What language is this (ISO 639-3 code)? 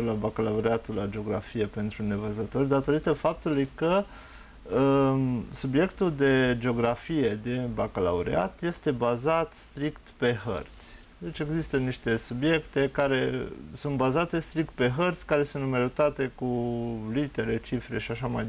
ron